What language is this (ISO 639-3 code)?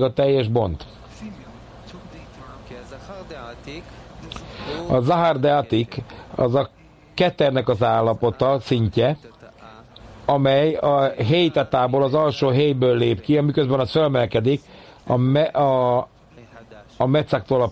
hun